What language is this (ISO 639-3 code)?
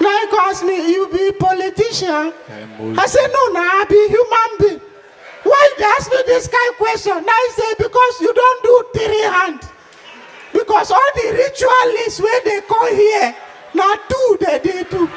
pcm